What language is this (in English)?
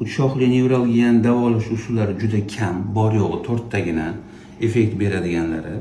Uzbek